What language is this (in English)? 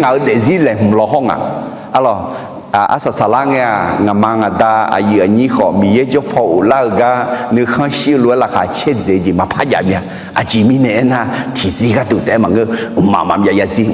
Akha